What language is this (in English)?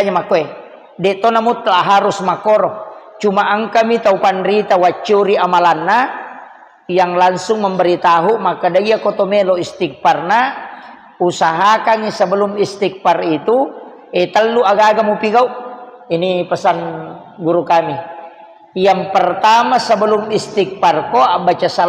Buginese